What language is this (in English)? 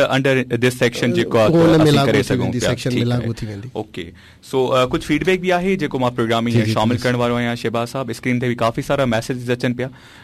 Sindhi